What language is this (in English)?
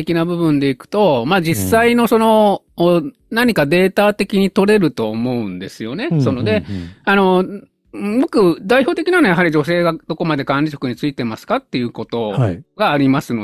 Japanese